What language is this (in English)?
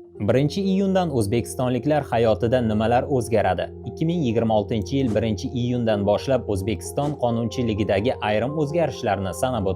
Uzbek